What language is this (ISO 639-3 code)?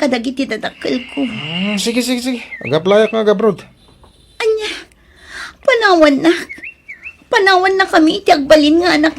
ilo